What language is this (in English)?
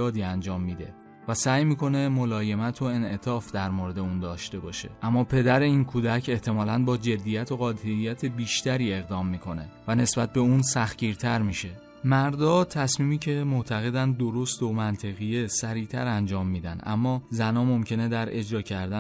Persian